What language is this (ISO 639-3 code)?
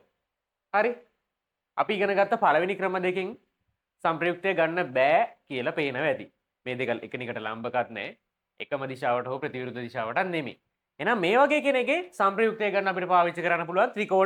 sin